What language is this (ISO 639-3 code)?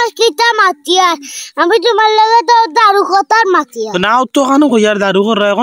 syl